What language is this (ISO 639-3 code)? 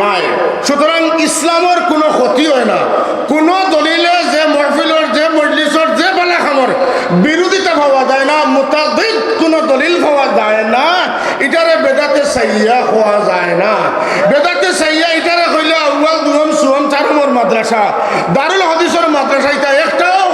syl